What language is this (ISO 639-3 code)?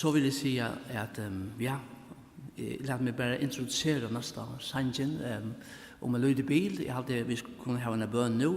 fao